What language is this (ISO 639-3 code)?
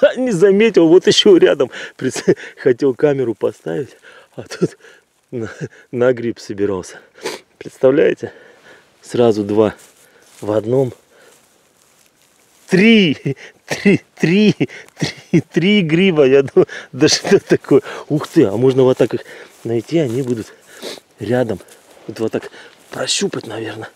rus